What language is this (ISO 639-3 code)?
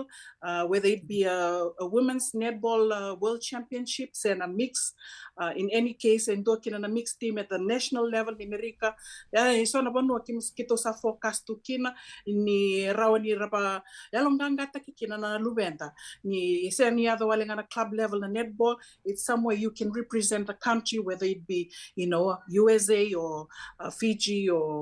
fij